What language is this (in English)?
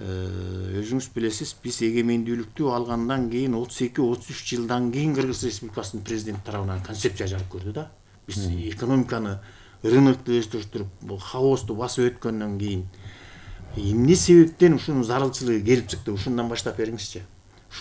Kyrgyz